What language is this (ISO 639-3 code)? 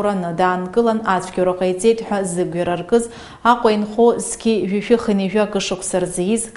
abk